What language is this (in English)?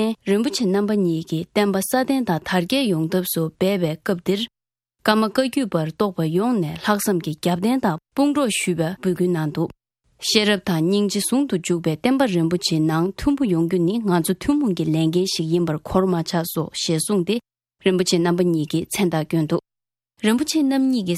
Tibetan